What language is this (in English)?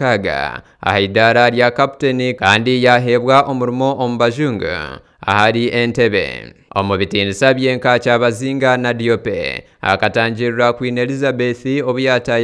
Nyankole